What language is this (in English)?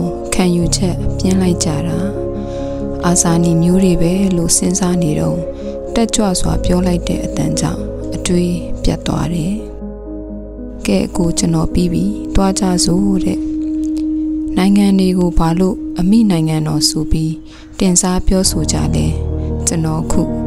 Burmese